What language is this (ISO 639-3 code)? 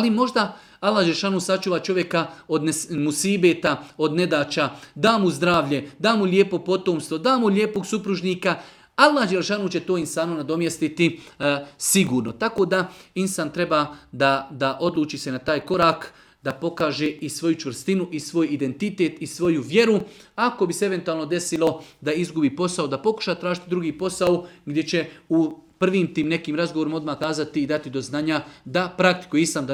bos